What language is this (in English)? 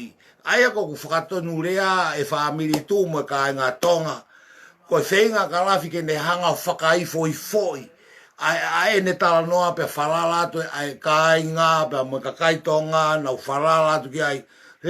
Tongan